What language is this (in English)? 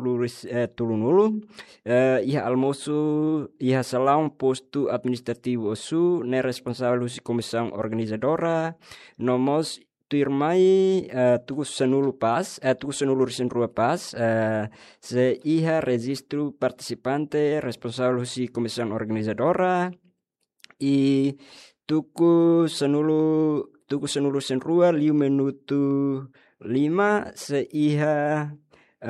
Tetum